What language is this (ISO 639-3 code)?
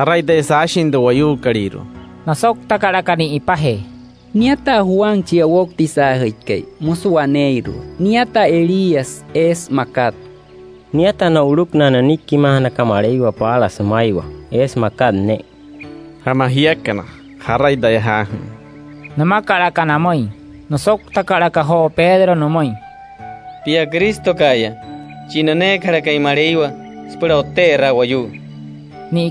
guc